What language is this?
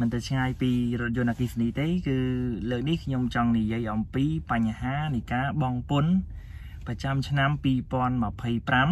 Khmer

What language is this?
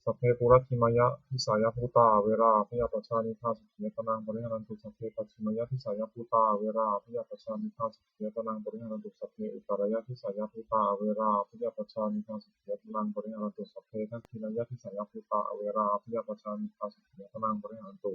Pali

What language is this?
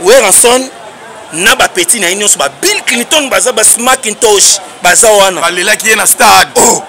Lingala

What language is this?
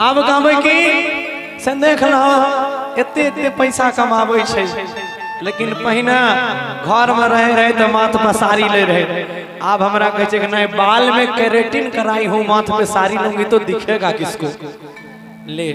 Maithili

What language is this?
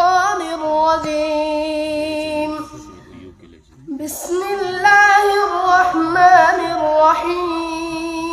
Urdu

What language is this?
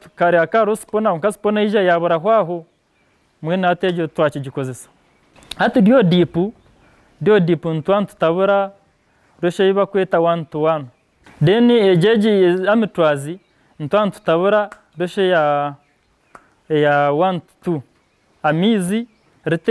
Nyankole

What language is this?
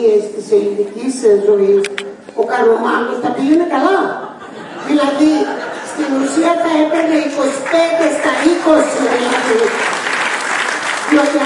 Greek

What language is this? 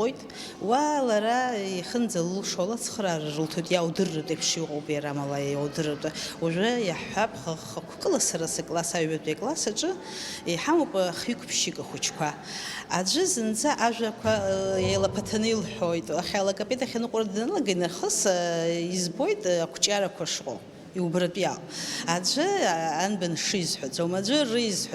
Abkhazian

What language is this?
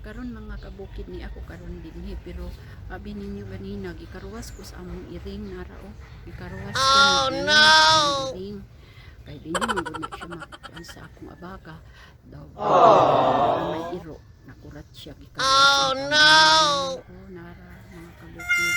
Cebuano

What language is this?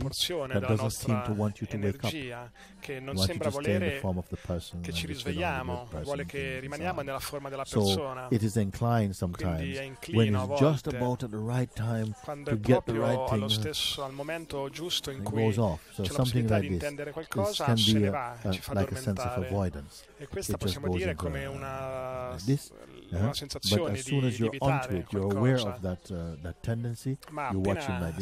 Italian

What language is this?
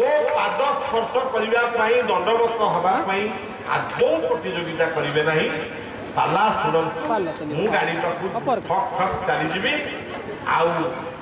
Odia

